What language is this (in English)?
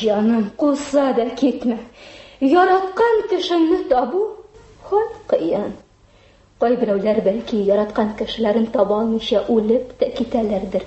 Tatar